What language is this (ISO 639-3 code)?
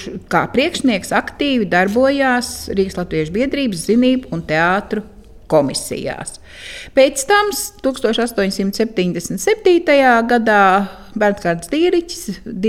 lav